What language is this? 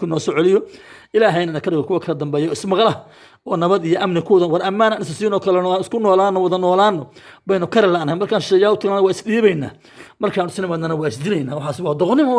Somali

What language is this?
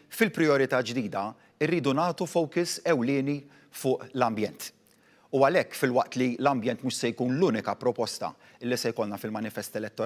Maltese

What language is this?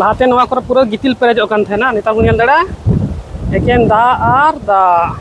Santali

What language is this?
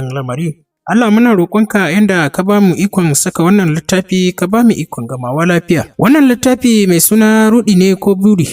Hausa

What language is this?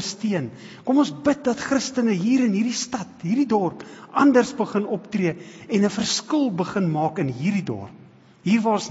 Afrikaans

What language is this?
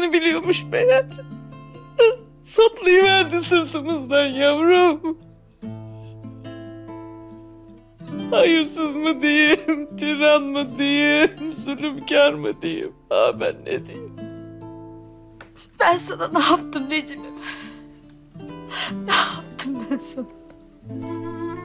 Turkish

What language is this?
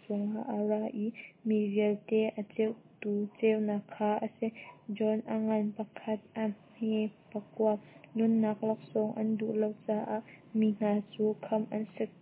Hakha Chin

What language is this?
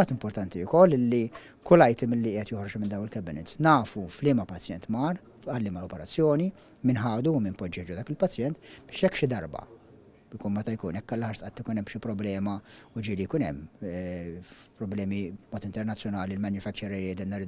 Maltese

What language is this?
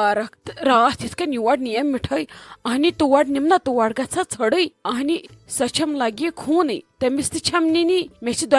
Kashmiri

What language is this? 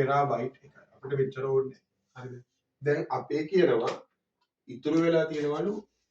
Sinhala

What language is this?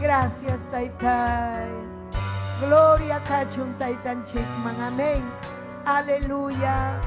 Ayacucho Quechua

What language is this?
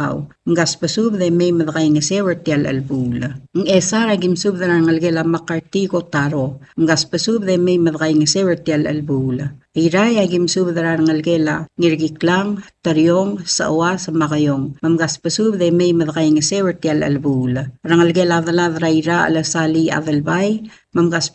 Palauan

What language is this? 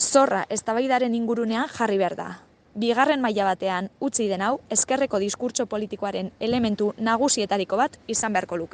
Basque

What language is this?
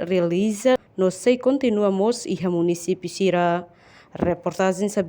Tetum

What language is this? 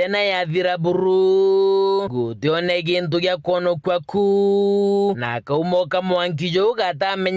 Meru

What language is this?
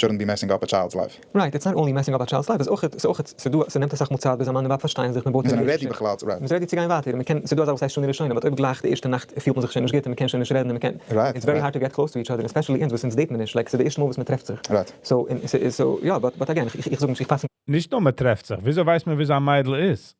Yiddish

